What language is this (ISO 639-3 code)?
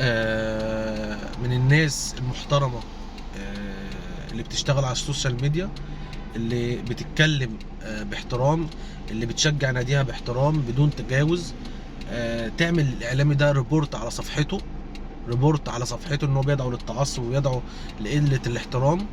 arz